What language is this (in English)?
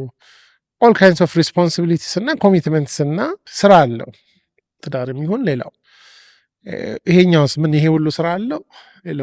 Amharic